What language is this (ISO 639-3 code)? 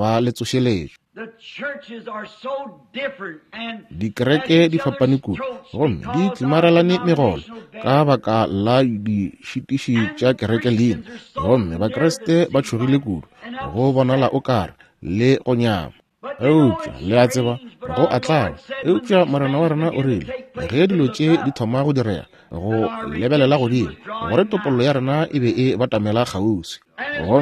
nso